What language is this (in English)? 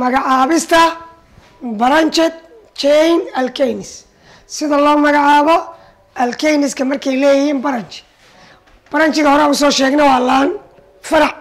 Somali